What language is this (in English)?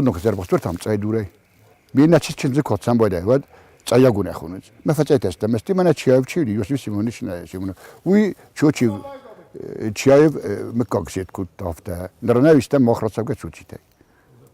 Ossetic